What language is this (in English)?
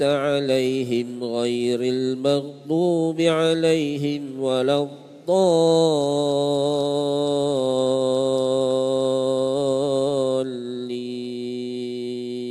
Malay